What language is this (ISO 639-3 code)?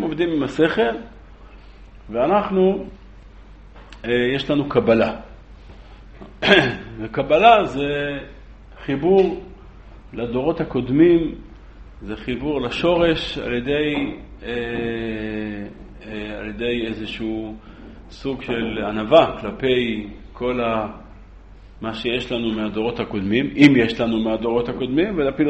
heb